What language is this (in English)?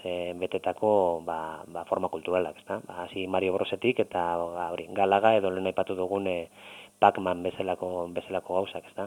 Basque